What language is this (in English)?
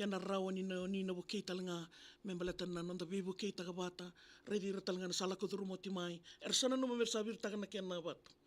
Fijian